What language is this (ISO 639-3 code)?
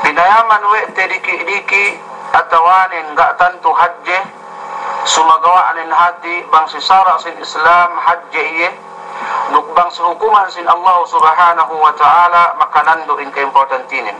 yka